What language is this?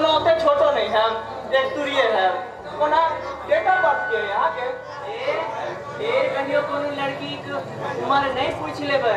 Maithili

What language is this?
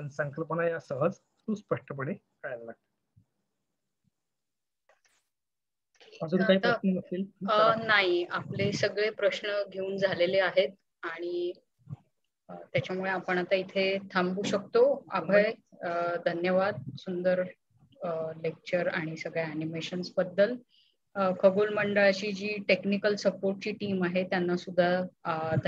Marathi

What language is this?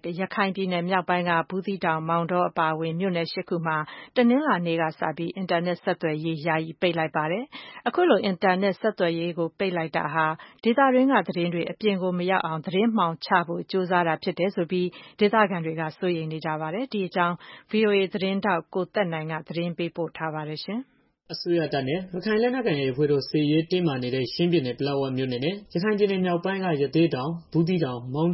Burmese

